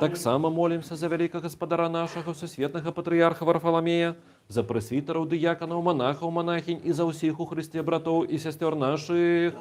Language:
Belarusian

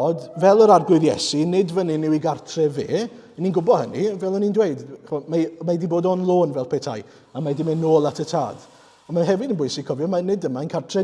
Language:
Welsh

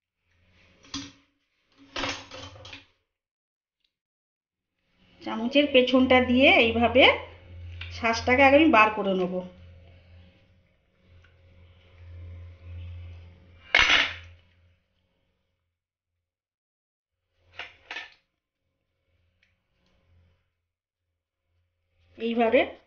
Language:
Bangla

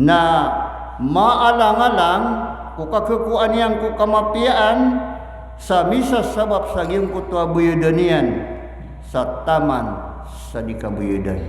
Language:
Maranao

